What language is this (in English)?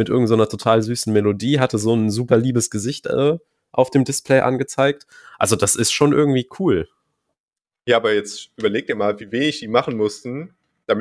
German